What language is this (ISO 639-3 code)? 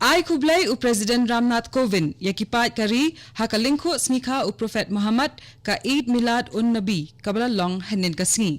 kha